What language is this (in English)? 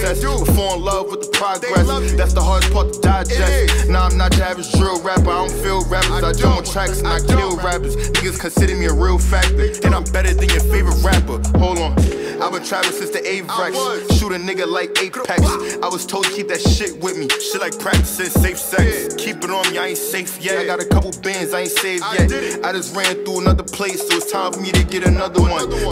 English